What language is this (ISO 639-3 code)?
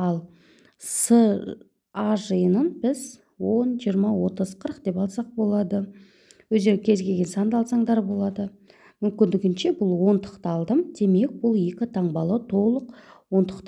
kaz